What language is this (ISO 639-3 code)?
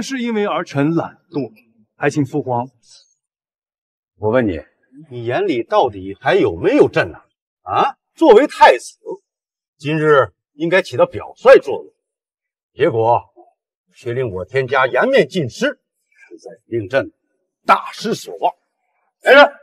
zho